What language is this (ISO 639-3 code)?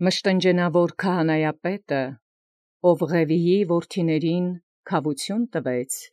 hye